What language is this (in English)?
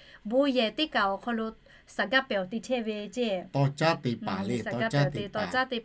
Lahu